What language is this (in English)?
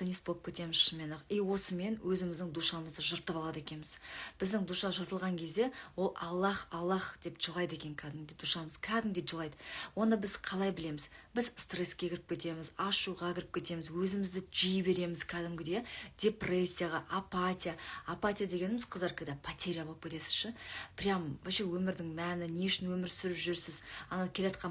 Kazakh